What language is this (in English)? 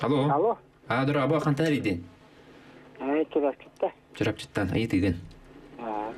Yakut